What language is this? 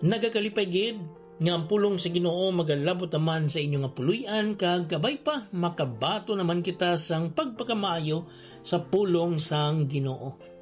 Hiligaynon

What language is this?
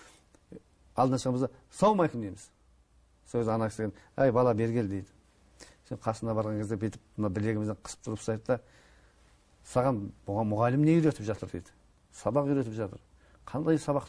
Kazakh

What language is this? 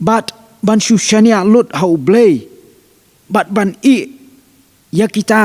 Khasi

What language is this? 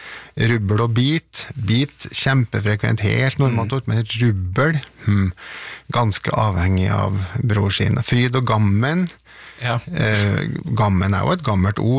Norwegian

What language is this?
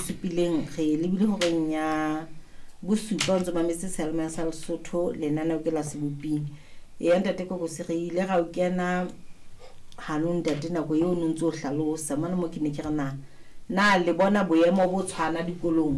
Southern Sotho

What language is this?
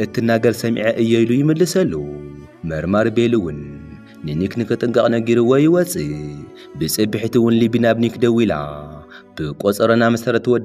Tigrinya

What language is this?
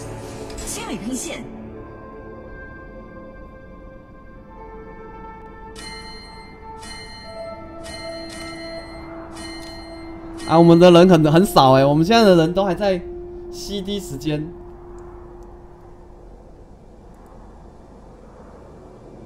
Chinese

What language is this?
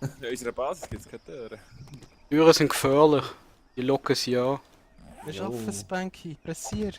Swiss German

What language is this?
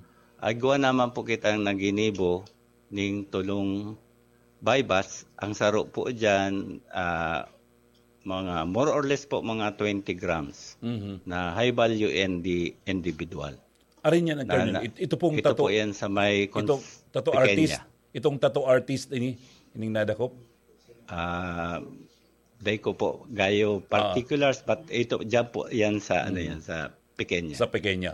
Bikol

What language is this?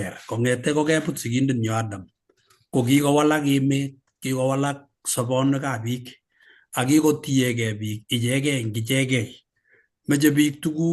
Kalenjin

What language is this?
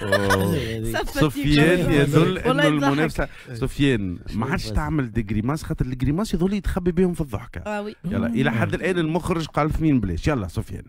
Tunisian Arabic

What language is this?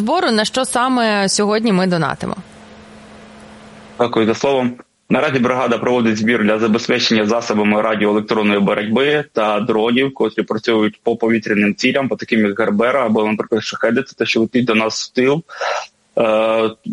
Ukrainian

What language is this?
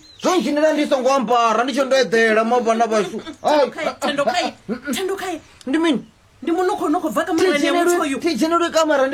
Venda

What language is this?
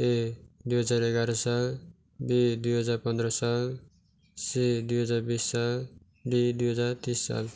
Nepali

